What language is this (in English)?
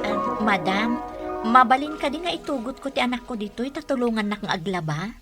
Iloko